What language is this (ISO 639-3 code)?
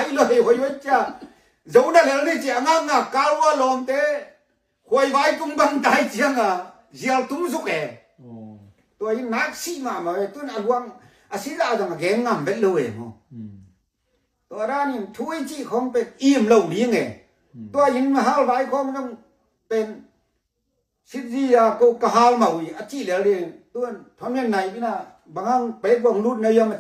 ctd